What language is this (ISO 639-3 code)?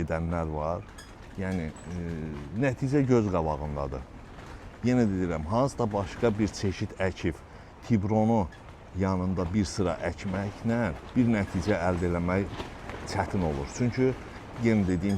aze